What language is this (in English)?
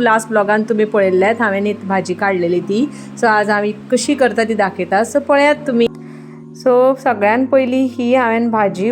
Konkani